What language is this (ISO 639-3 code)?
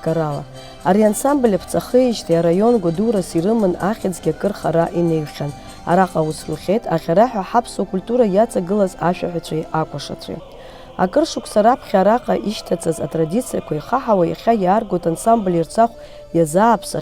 abk